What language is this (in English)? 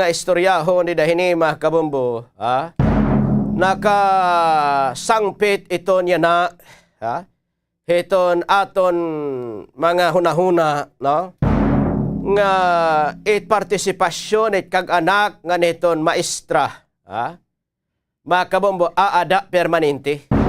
Waray